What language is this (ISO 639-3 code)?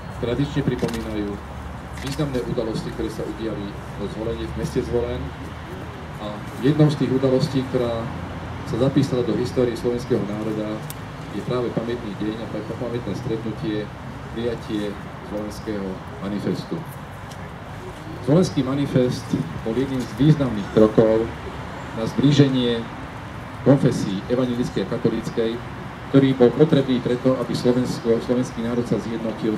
slk